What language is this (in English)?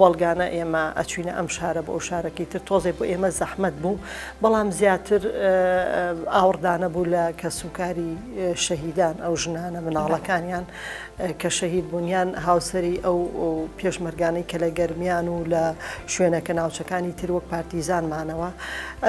Central Kurdish